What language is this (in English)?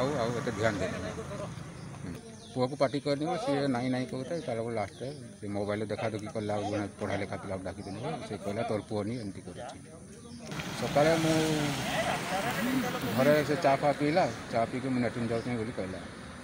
Odia